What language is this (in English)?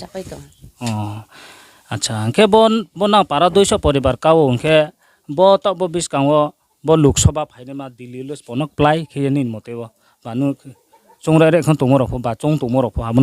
Riang (India)